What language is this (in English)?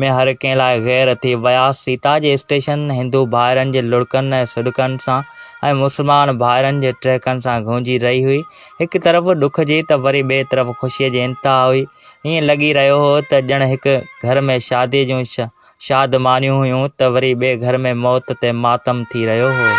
Sindhi